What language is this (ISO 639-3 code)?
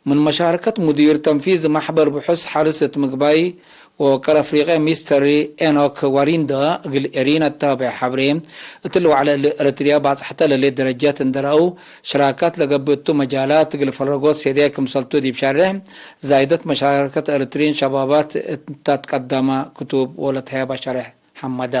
tig